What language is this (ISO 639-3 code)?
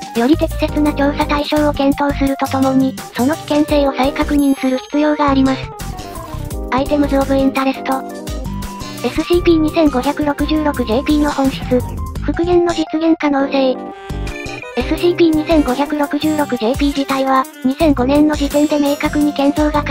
jpn